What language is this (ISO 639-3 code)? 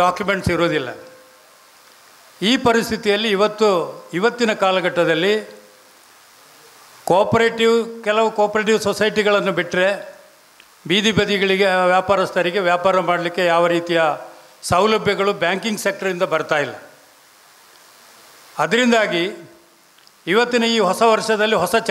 kan